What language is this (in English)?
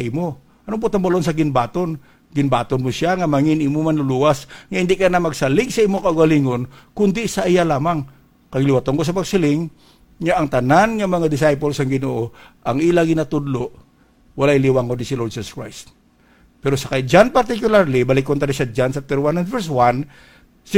Hiligaynon